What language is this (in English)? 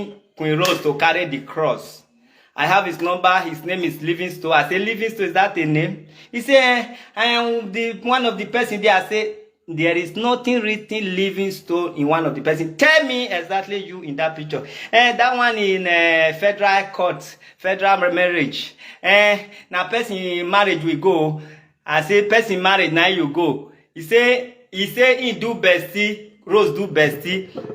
Nigerian Pidgin